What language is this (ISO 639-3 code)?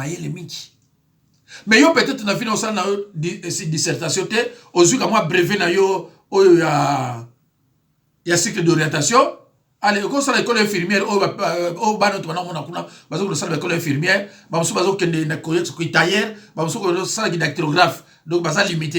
lin